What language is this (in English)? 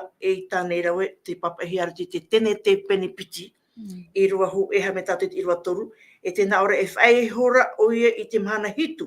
Tahitian